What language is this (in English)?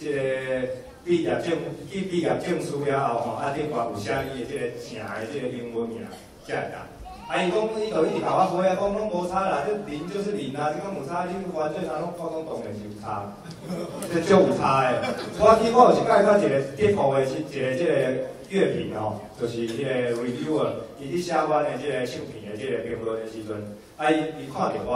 Min Nan Chinese